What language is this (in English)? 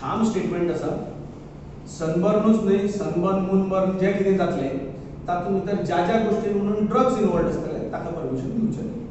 Konkani